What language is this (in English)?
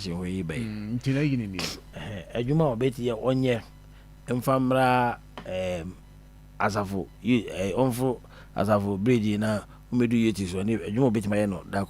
Akan